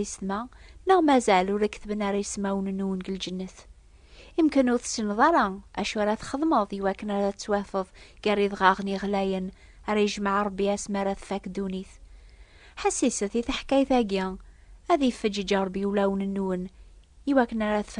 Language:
Kabyle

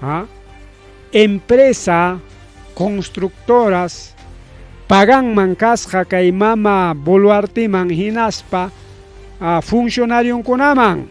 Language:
Ayacucho Quechua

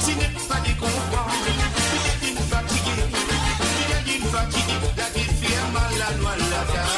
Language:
Morisyen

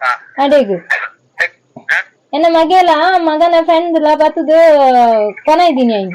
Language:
Tulu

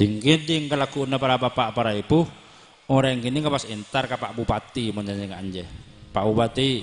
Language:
Madurese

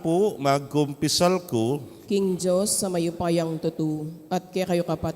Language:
Pampanga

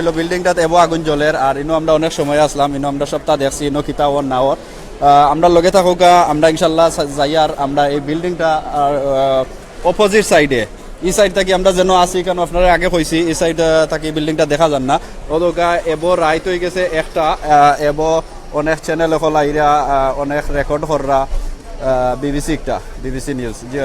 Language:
Sylheti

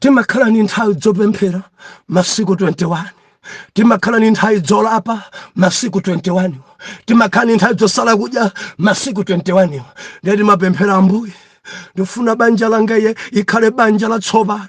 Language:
Nyanja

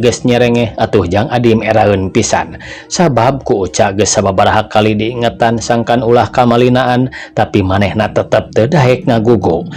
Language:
Sundanese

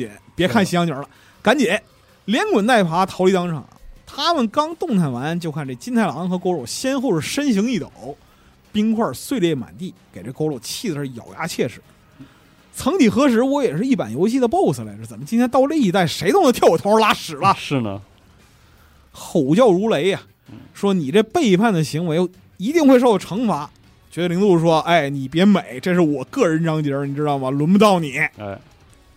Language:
Chinese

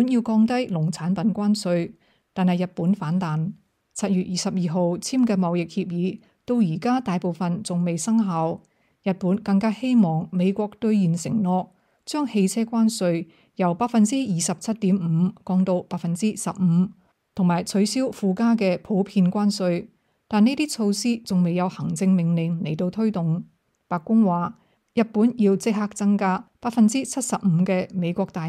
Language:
Cantonese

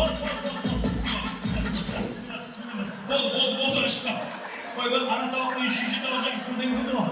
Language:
Kara-Kalpak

